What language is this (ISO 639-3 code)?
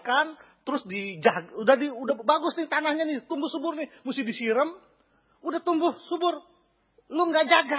ind